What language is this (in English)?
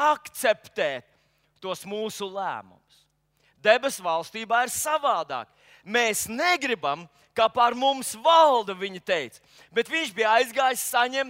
Latvian